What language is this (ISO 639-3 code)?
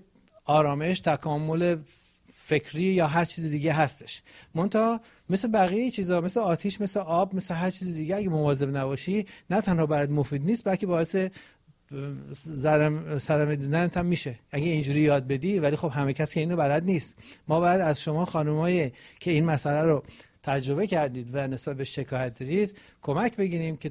fas